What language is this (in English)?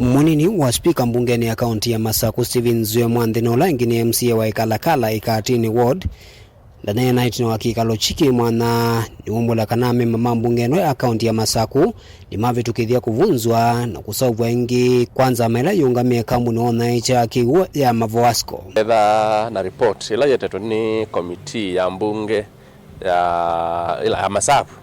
Kamba